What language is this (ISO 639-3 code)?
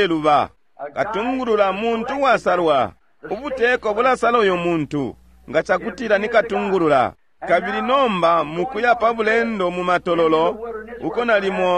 bem